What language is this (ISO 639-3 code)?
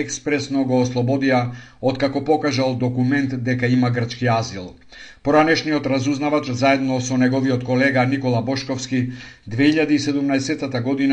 mkd